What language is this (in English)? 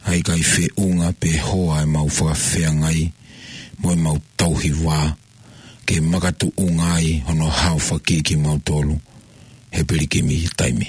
Tongan